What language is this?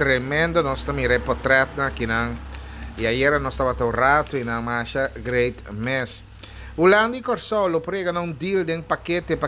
Papiamento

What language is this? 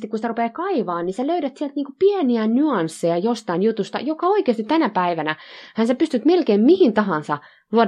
Finnish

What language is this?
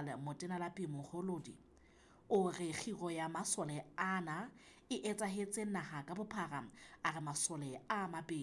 Southern Sotho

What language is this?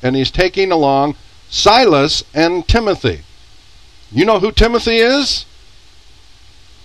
English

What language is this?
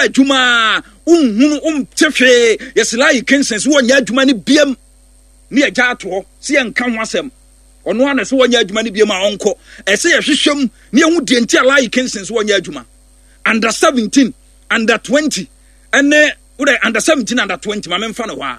Akan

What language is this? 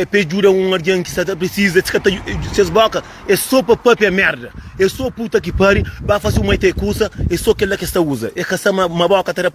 Kabuverdianu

